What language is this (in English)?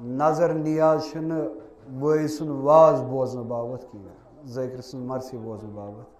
Kashmiri